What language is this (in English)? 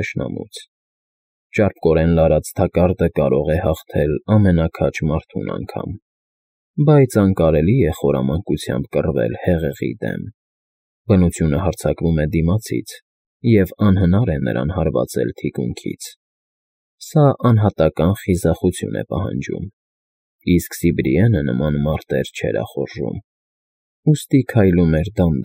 Armenian